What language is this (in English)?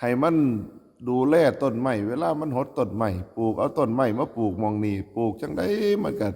Northeastern Thai